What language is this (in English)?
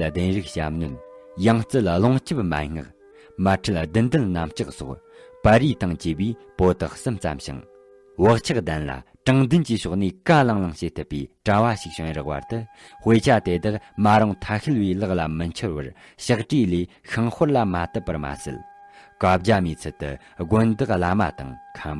Tibetan